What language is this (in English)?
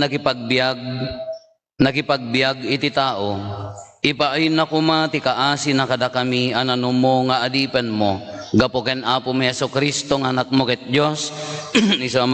Iloko